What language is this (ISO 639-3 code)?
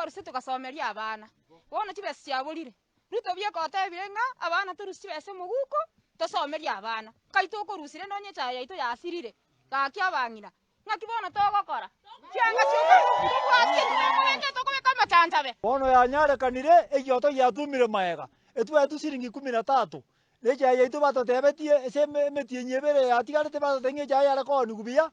guz